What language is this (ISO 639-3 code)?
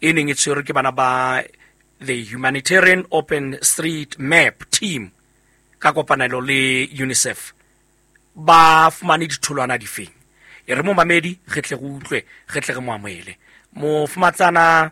sot